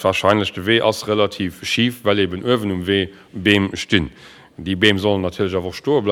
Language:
Luxembourgish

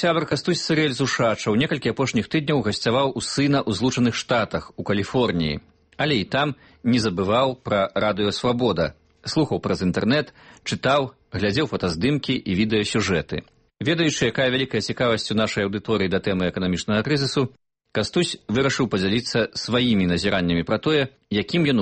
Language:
Belarusian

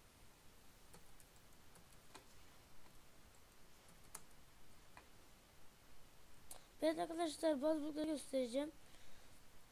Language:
Turkish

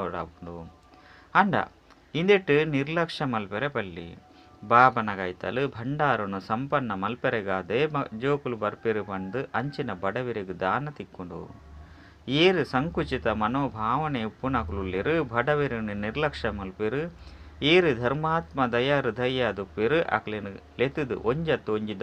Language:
Tulu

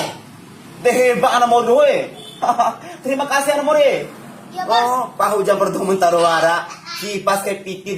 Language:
Bima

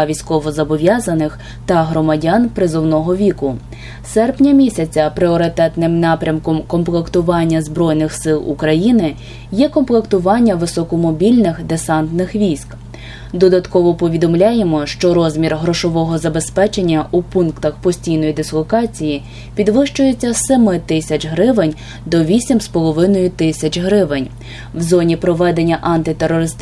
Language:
Ukrainian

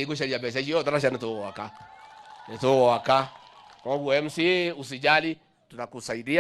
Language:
Kikuyu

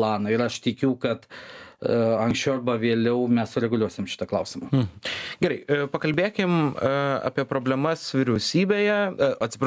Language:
Lithuanian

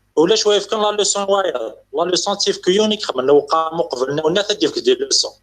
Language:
Kabyle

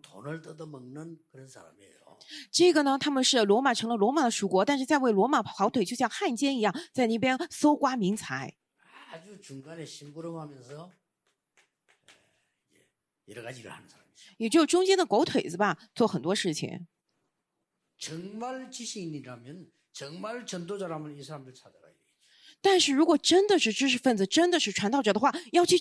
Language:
Korean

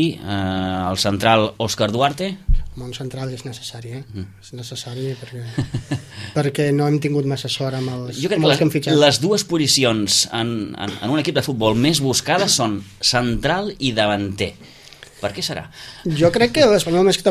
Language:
Catalan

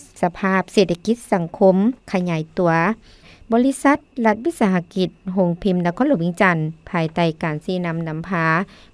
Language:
Lao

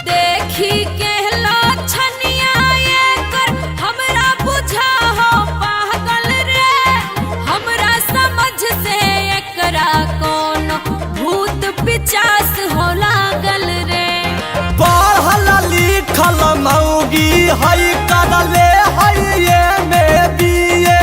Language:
Magahi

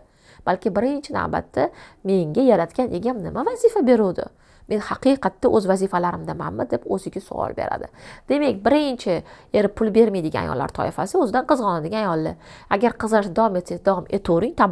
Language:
Uzbek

